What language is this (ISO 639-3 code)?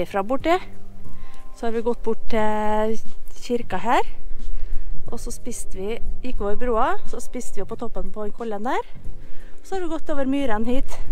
nor